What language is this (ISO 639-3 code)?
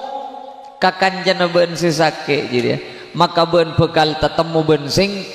mad